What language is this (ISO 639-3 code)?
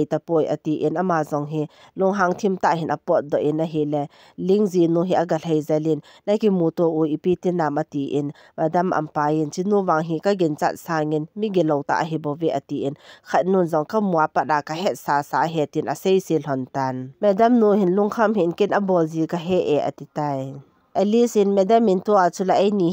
tcz